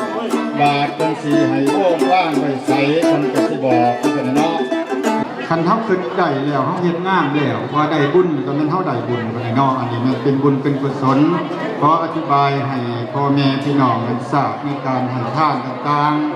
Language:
Lao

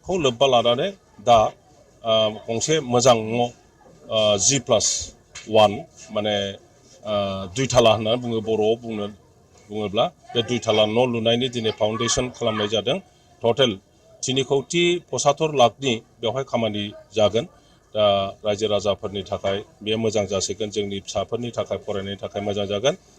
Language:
Bodo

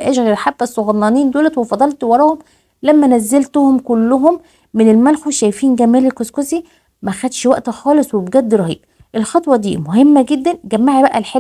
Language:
Egyptian Arabic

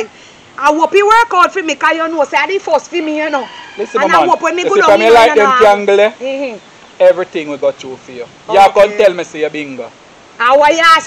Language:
Jamaican Creole English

